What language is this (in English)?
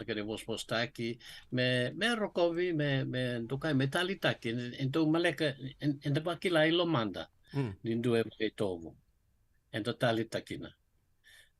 Fijian